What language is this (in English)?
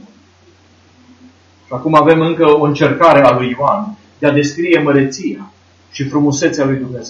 Romanian